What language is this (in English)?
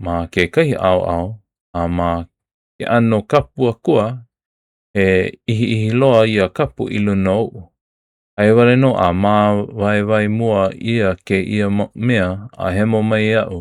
Hawaiian